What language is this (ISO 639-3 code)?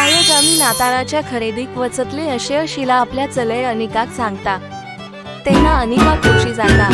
kok